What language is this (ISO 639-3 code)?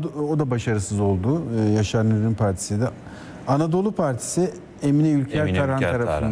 tur